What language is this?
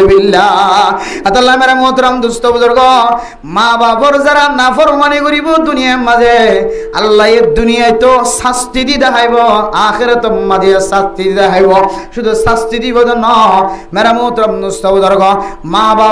Rohingya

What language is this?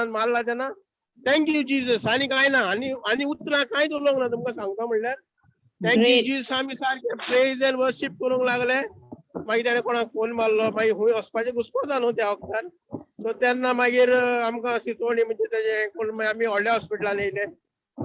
Konkani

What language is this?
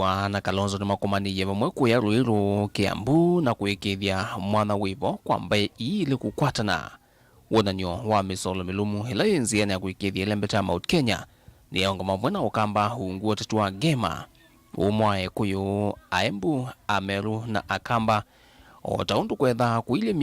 Kamba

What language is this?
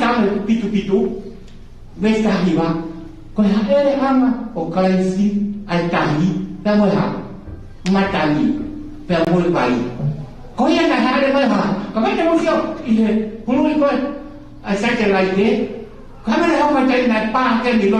Tongan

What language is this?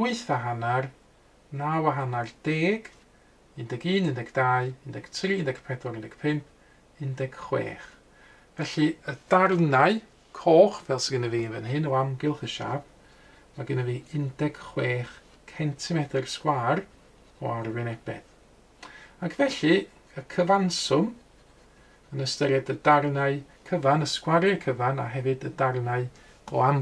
Welsh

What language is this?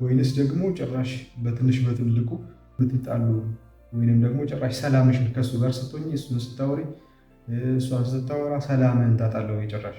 Amharic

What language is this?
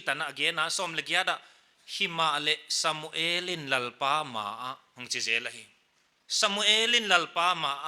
Paite Chin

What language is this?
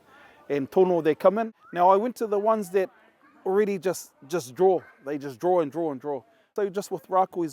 Māori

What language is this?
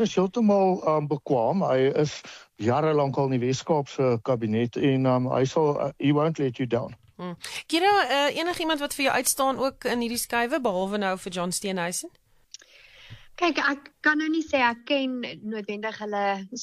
Afrikaans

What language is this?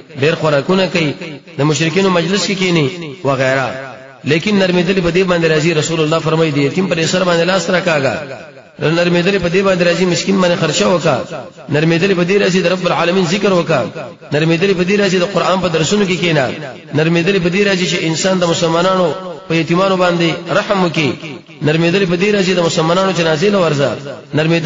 Pashto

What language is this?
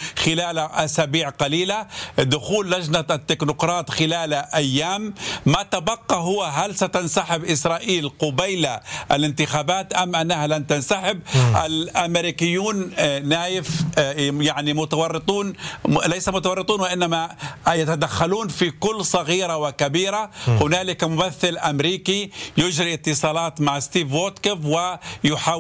Arabic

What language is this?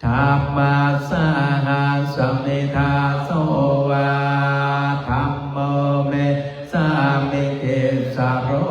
Pali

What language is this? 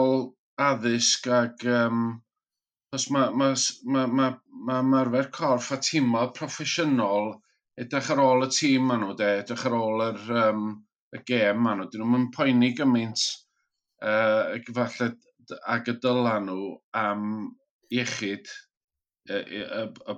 Welsh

